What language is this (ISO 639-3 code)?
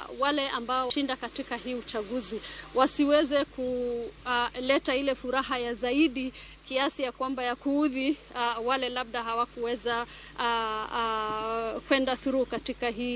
luo